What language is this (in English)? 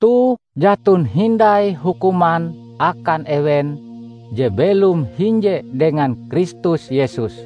Ngaju